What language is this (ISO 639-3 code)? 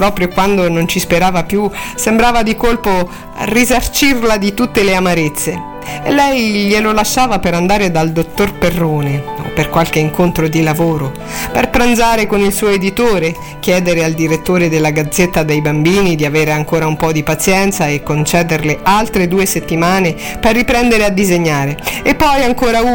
ita